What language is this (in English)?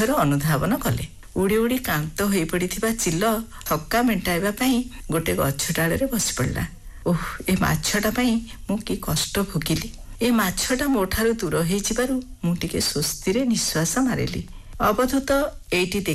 Odia